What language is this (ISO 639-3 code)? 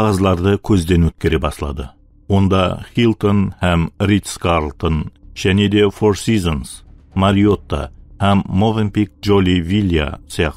kaa